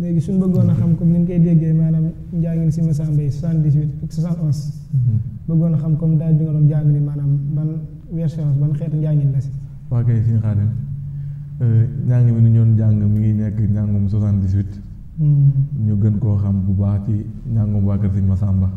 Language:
Wolof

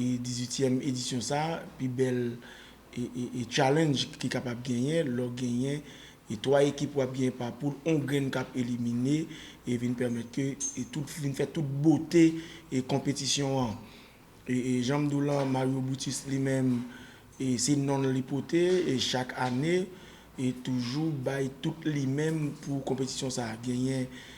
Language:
Haitian Creole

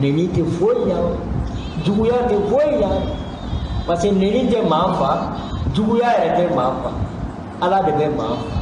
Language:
Bambara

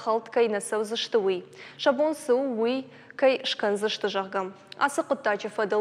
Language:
Ossetic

